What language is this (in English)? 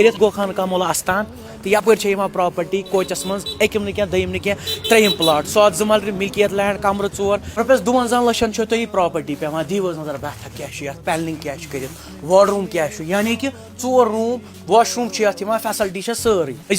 Kashmiri